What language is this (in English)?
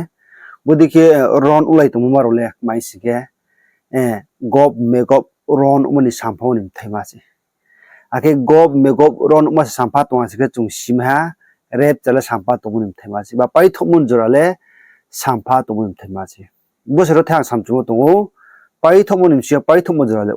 Riang (India)